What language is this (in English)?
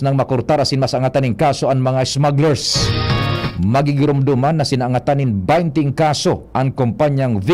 Bikol